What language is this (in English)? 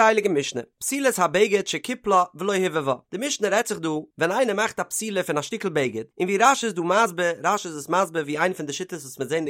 Yiddish